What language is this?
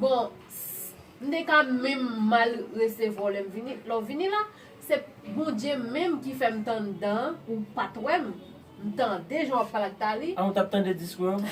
Haitian Creole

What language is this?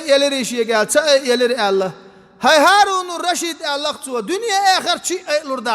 Chechen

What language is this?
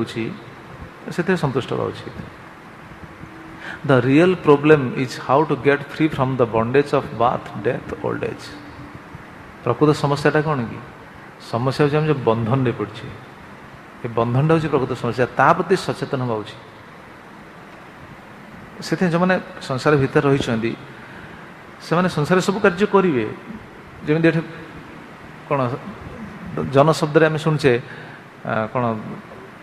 Odia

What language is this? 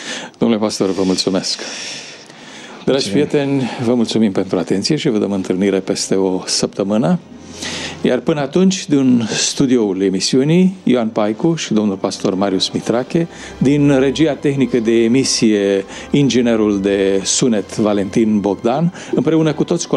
Romanian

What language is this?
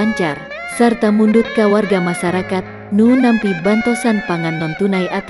Sundanese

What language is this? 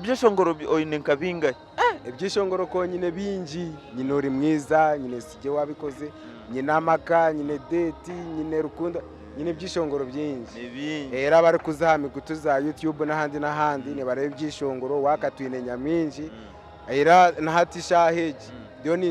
Nyankole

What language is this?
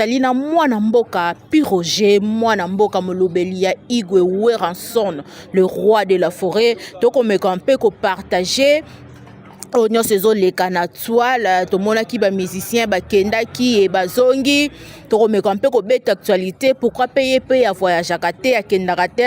Lingala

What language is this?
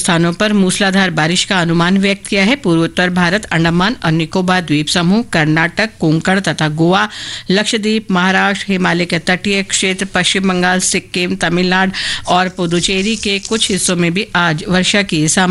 Hindi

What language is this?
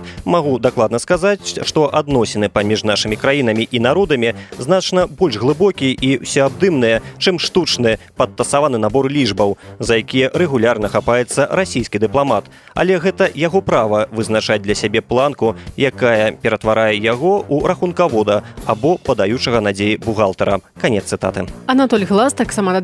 Belarusian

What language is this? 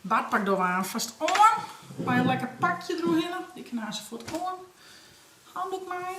Western Frisian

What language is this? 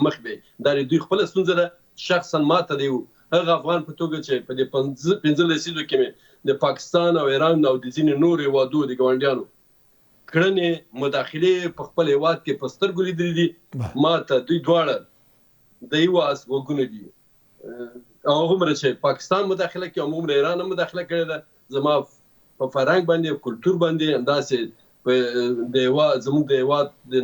Pashto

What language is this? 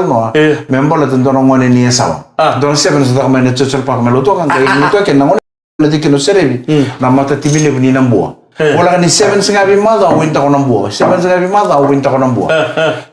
Fijian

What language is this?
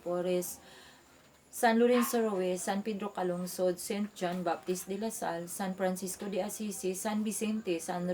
Cebuano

